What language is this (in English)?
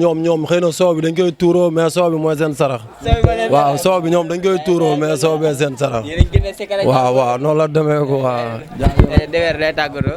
Wolof